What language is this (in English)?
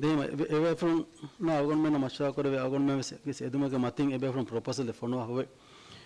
Divehi